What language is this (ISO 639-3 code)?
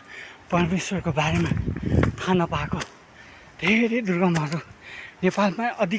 nep